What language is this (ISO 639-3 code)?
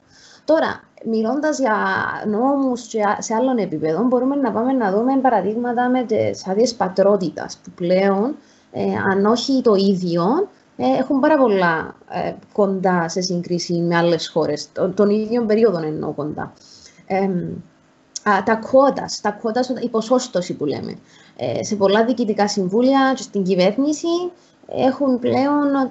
ell